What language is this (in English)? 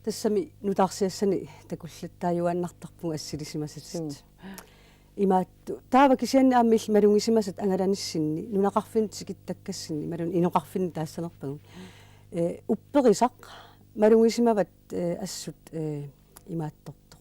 Kalaallisut